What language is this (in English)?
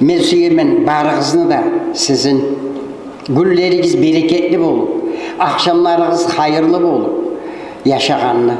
Kumyk